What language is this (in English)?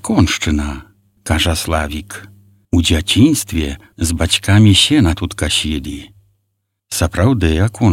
Belarusian